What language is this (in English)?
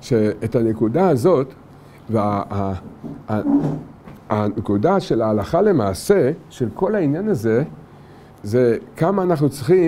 Hebrew